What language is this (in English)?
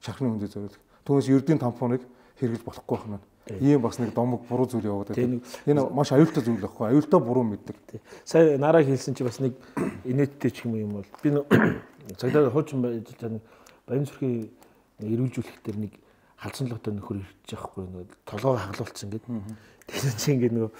Mongolian